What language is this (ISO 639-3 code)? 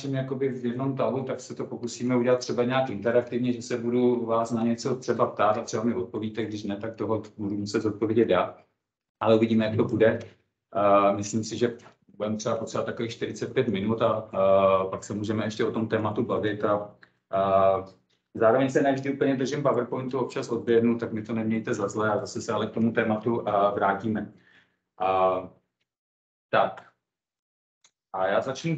ces